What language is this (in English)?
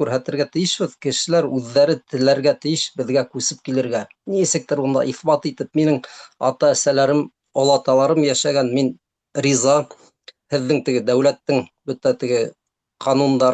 Bashkir